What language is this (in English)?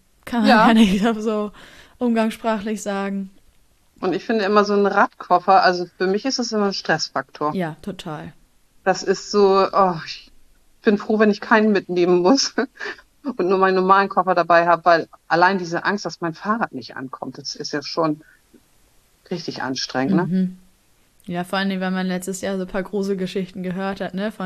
German